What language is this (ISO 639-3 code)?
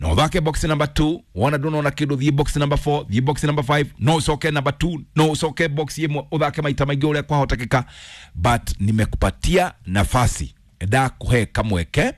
kik